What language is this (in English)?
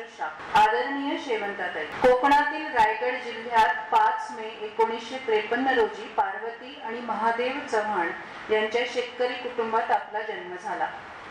Marathi